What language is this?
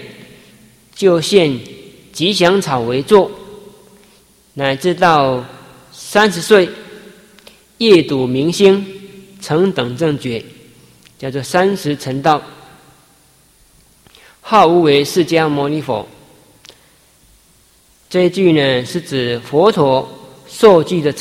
Chinese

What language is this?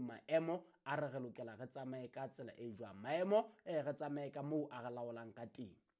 Southern Sotho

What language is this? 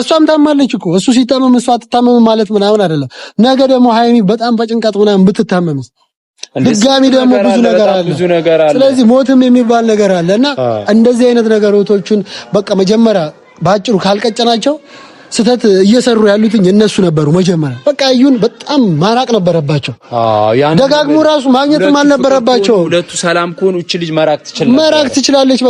Amharic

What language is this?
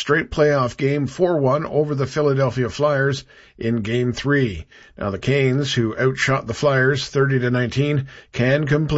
English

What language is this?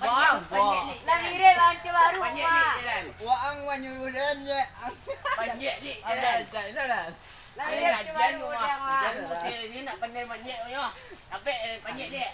Minangkabau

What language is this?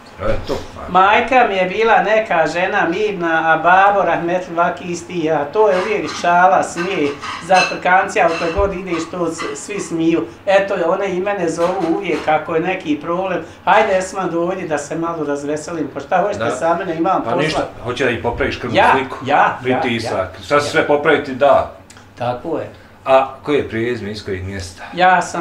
Bosnian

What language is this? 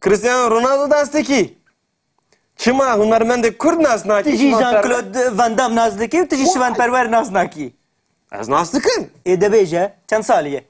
Kurdish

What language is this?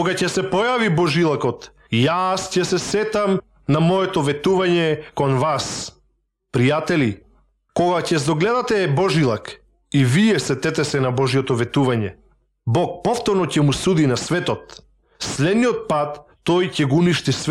Macedonian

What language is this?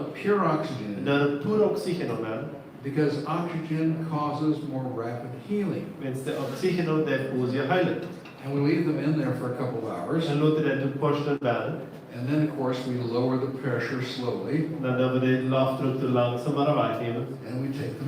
Plautdietsch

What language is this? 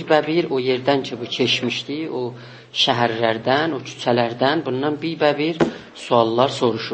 South Azerbaijani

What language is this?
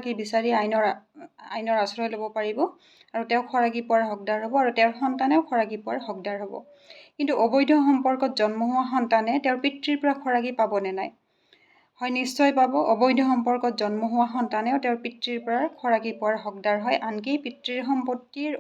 Assamese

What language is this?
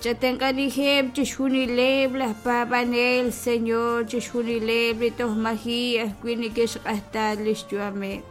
Kekchí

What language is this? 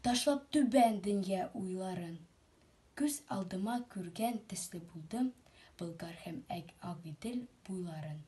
Tatar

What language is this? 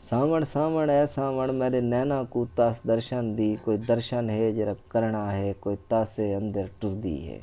Saraiki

